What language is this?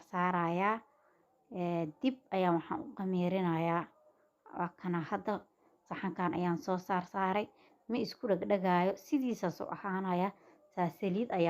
Somali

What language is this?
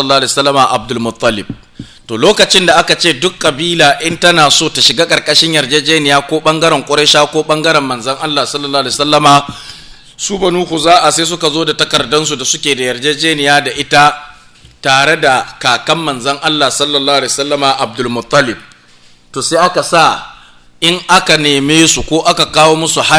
Hausa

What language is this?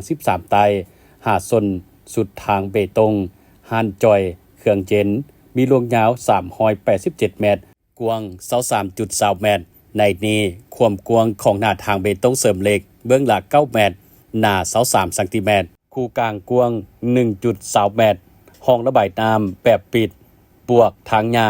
Lao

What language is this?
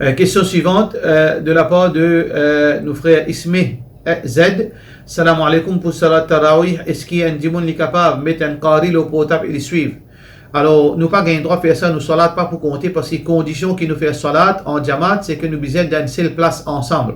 Morisyen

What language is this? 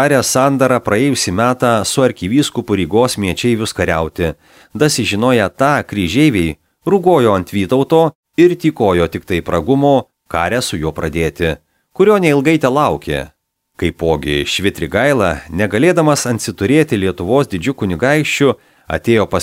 Lithuanian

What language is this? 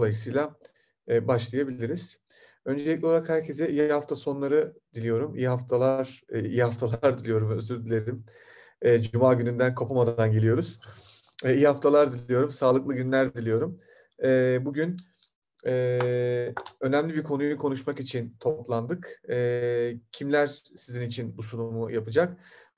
Turkish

